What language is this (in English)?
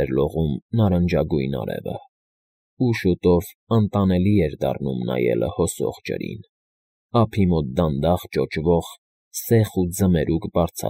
Armenian